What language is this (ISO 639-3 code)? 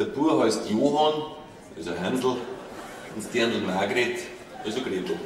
bar